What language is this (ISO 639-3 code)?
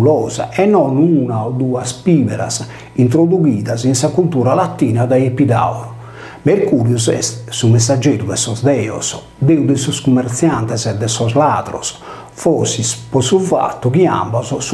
srd